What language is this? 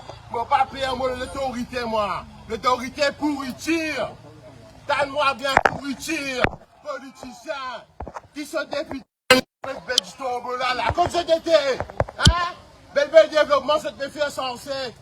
Morisyen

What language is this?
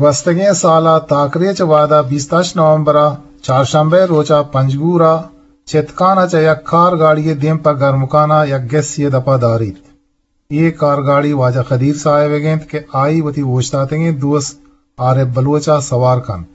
Eastern Balochi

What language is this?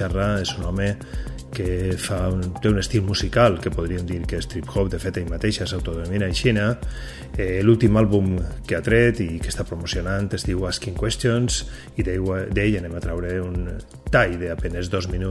Catalan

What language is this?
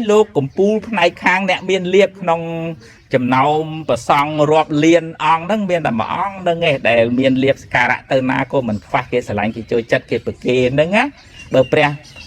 Khmer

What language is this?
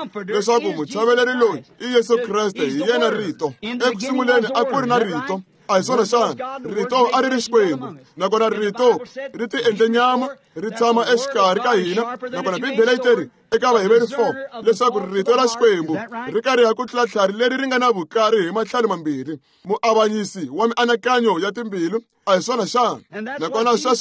Tsonga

